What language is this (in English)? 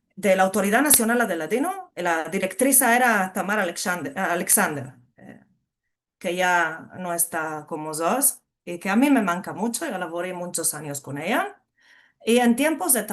Ladino